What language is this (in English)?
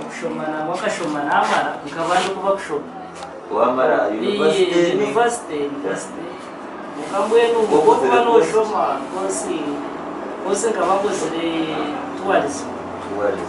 Nyankole